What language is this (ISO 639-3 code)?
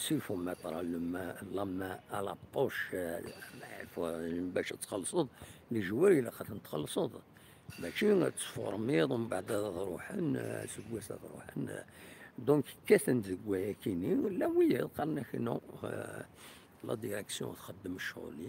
kab